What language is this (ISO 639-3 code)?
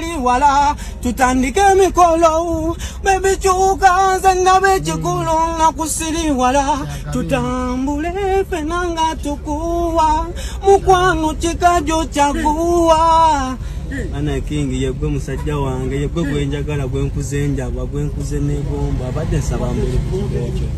lug